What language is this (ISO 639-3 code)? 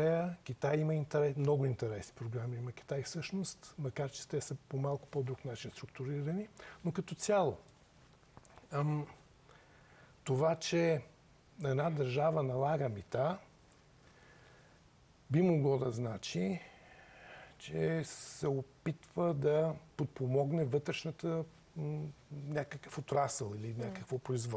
bul